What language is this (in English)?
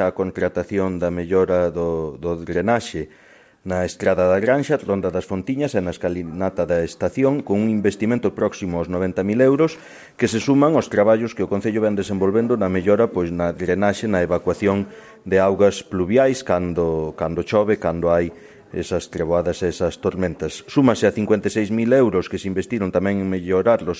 Galician